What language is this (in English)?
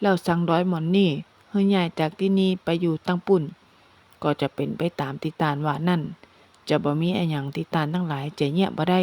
Northern Thai